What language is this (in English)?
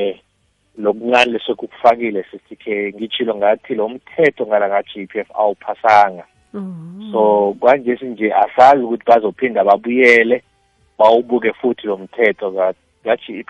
South Ndebele